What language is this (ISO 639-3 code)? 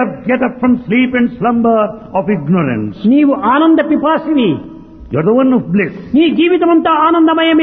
tel